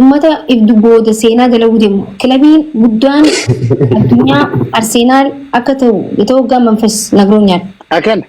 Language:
Oromo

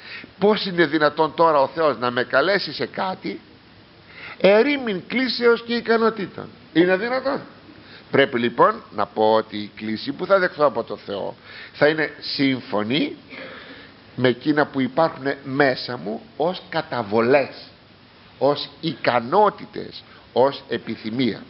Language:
Greek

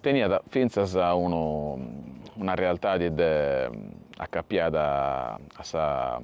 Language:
Sardinian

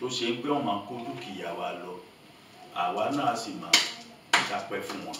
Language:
Yoruba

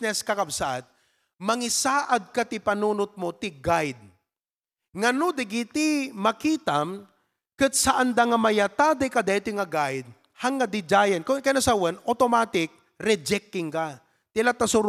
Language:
Iloko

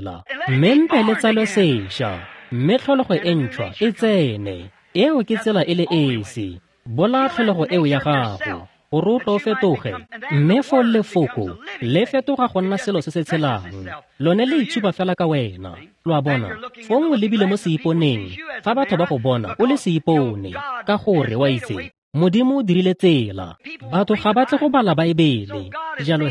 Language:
Tswana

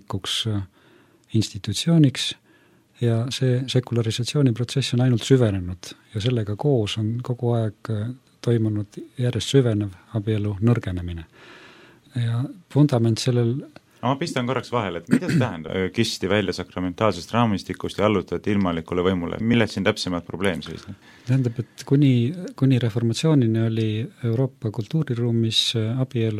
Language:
Estonian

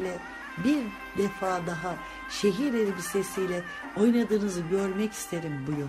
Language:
Turkish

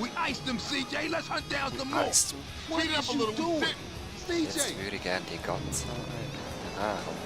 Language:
Swiss German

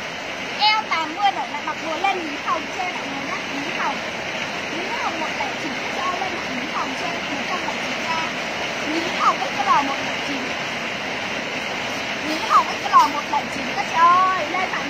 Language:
Vietnamese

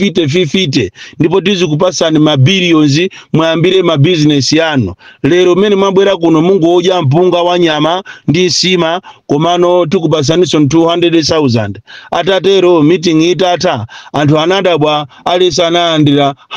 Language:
Nyanja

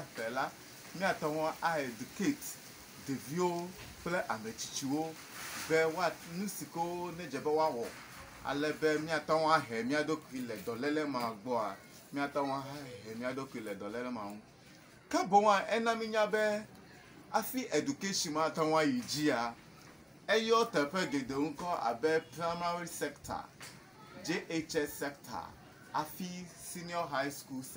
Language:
Ewe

